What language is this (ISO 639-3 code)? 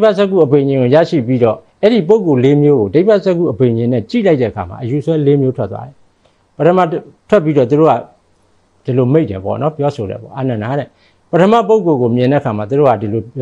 mya